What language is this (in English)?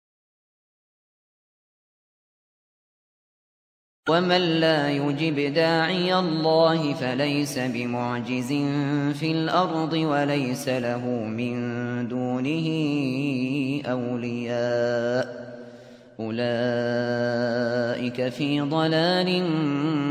Arabic